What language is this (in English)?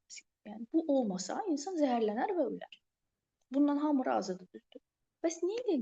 Azerbaijani